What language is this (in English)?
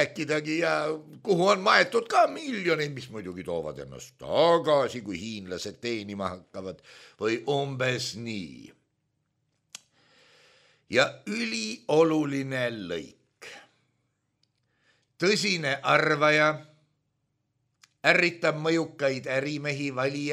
Estonian